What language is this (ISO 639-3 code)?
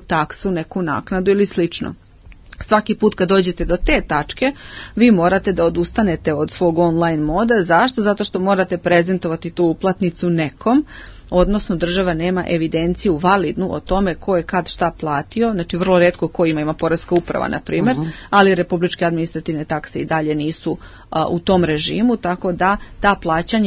srp